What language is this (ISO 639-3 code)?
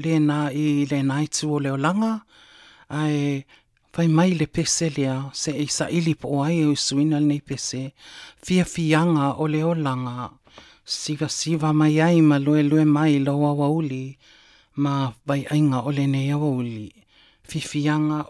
smo